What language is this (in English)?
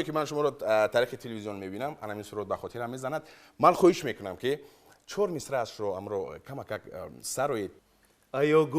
Tajik